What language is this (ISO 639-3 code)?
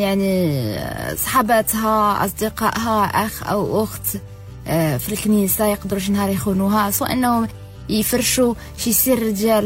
ary